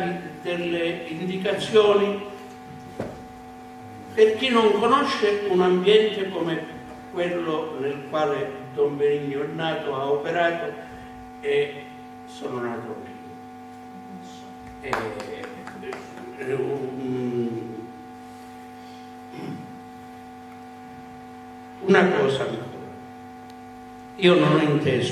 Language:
Italian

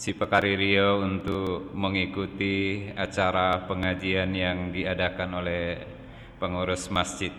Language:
Buginese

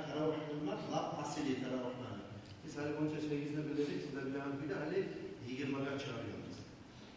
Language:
Kumyk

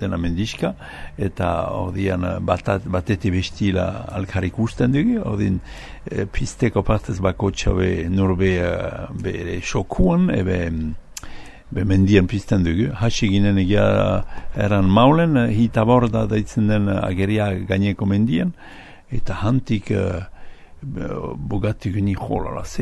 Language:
Basque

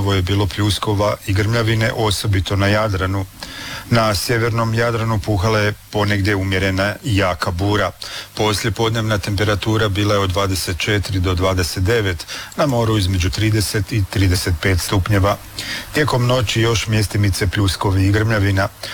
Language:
Croatian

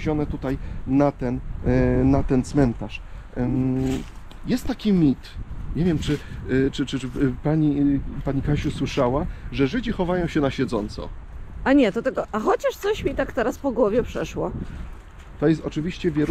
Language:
Polish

